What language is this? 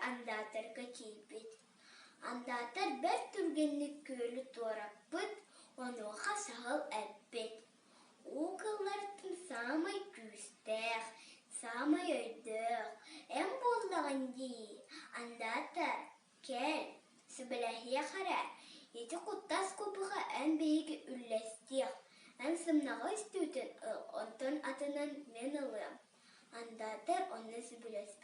Yakut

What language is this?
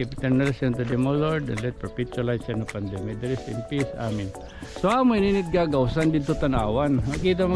Waray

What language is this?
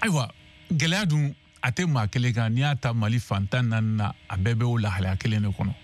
Bambara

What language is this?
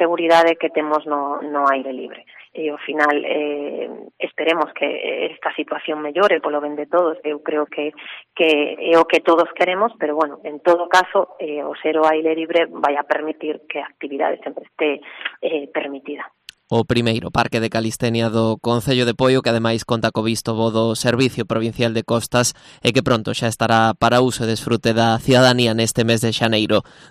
Galician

